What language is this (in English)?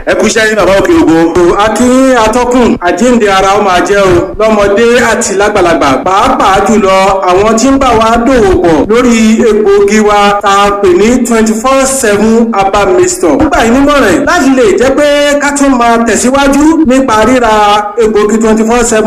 Yoruba